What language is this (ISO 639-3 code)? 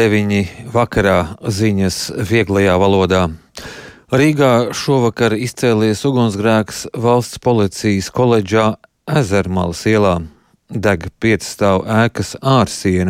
lav